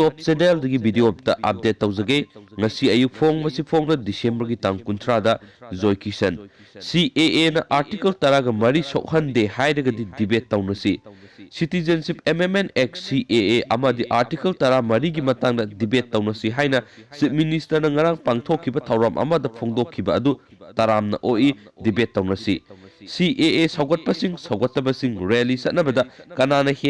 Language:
Manipuri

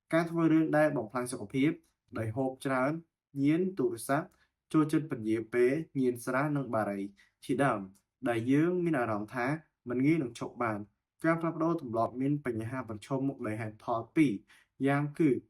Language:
Khmer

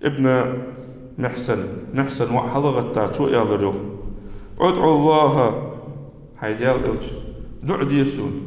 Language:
Ingush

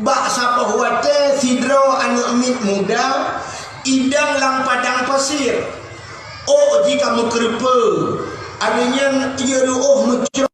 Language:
Achinese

